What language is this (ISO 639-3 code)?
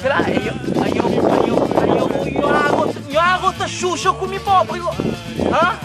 kea